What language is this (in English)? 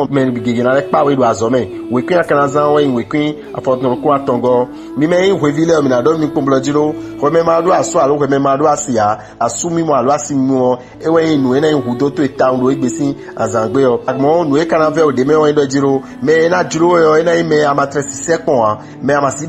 Fon